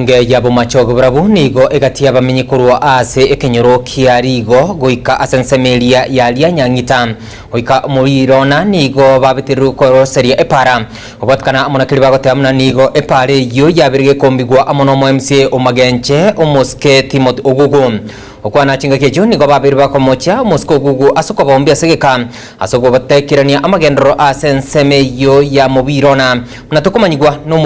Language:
Gusii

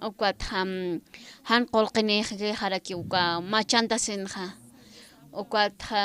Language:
Aymara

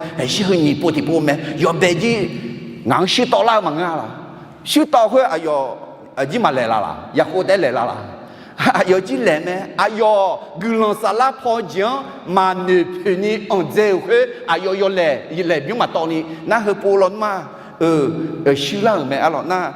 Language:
Akha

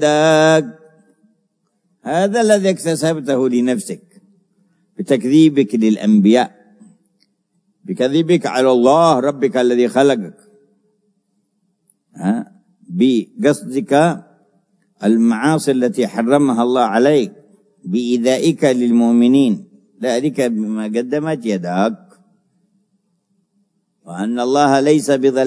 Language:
Arabic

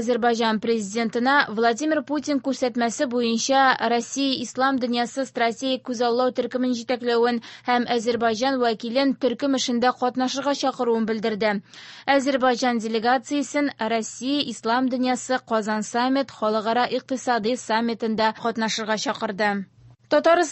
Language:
Tatar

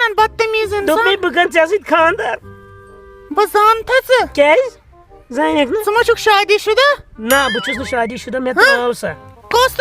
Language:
Kashmiri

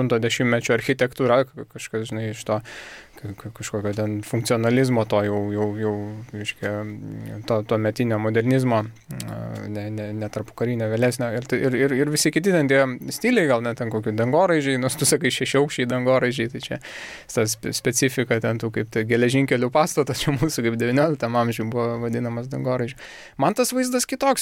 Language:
Lithuanian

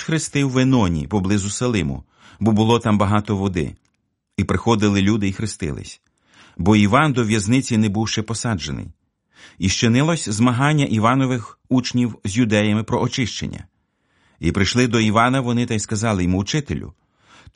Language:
Ukrainian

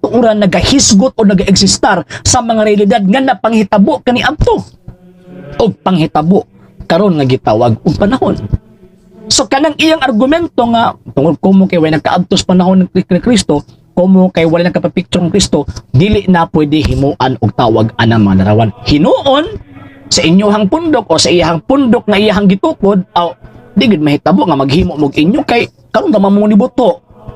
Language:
Cebuano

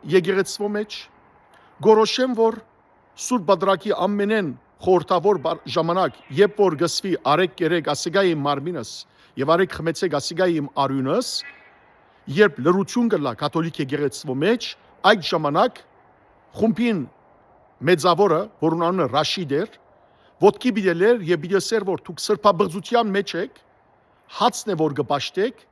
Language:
Western Armenian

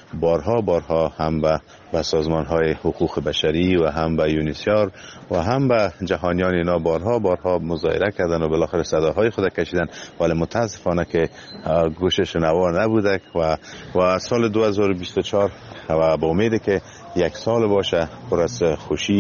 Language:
Persian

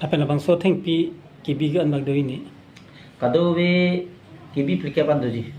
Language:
Karbi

